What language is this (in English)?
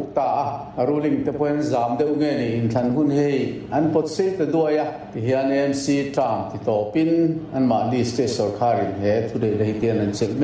Mizo